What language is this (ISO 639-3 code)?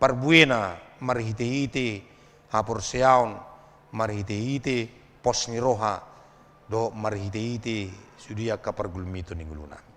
bbc